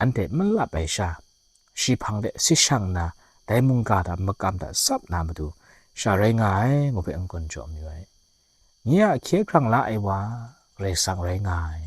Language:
Kachin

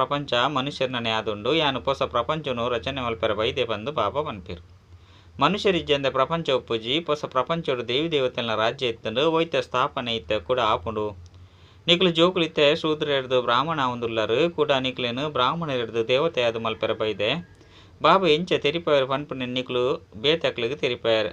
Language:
Tulu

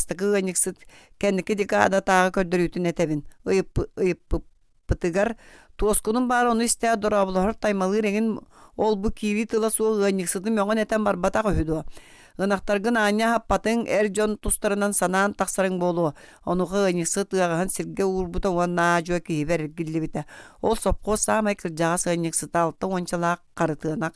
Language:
Yakut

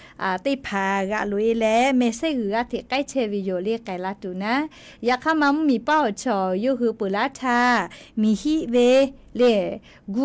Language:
Lahu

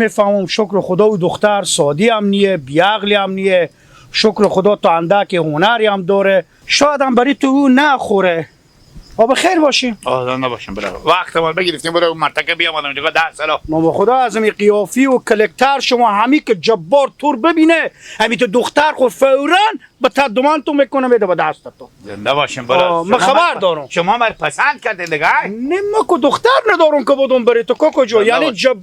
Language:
Hazaragi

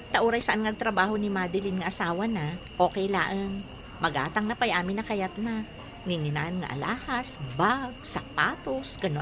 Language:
Iloko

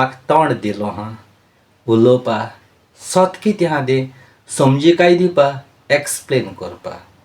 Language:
Konkani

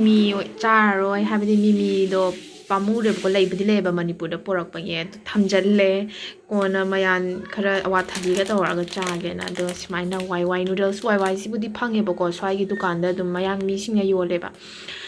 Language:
Manipuri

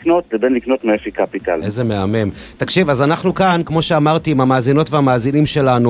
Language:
Hebrew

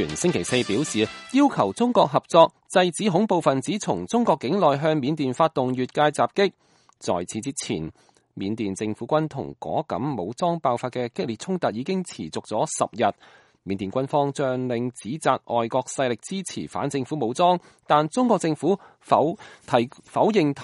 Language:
Cantonese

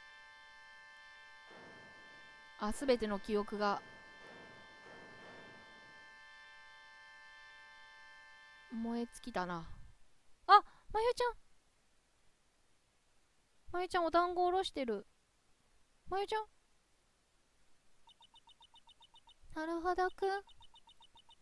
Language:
Japanese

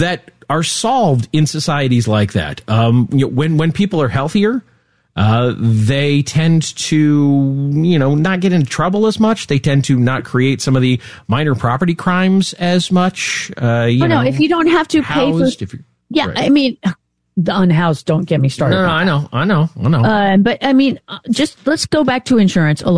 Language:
English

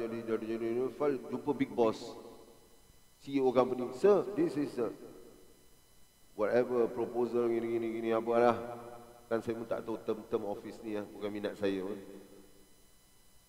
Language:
Malay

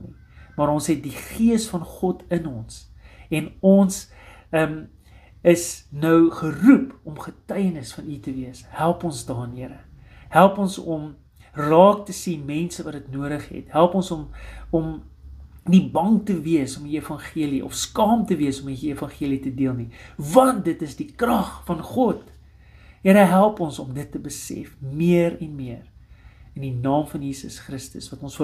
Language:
Afrikaans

